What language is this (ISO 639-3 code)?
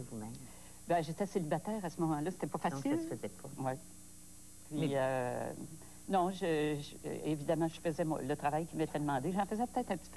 fra